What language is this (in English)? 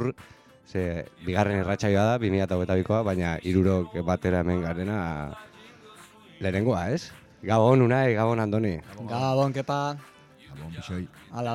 Basque